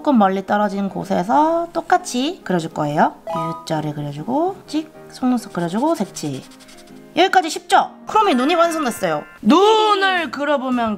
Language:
Korean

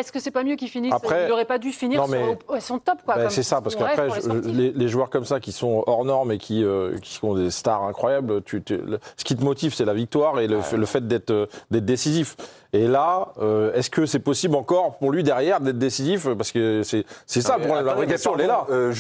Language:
French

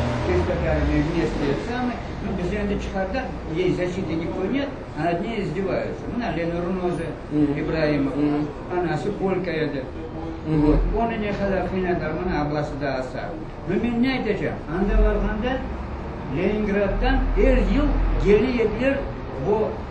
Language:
Crimean Tatar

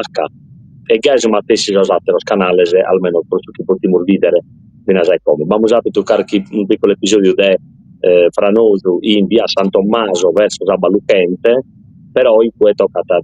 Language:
Sardinian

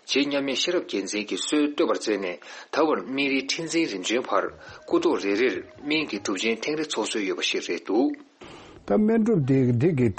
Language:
Tibetan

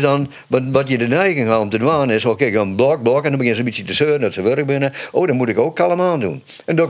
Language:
Western Frisian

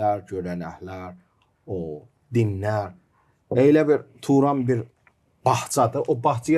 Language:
Gagauz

